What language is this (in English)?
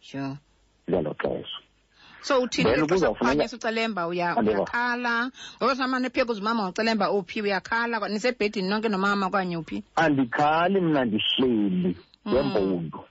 Xhosa